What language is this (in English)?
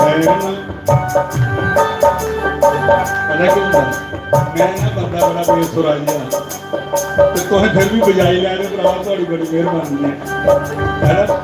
Dogri